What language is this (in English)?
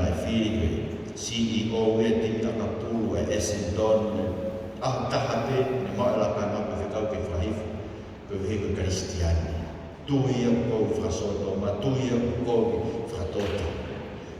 Tongan